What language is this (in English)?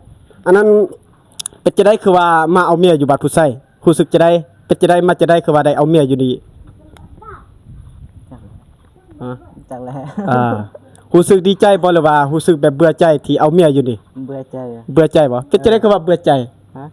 Lao